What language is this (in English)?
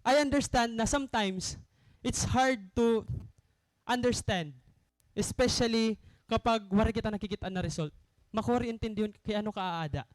Waray